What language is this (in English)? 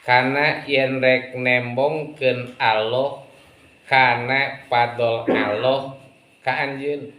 Sundanese